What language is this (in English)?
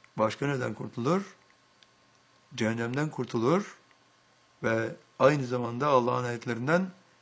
Turkish